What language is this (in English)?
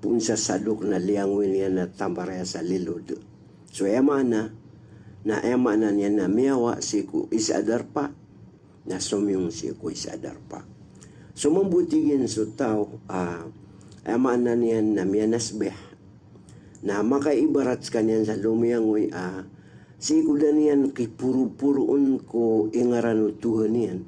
Maranao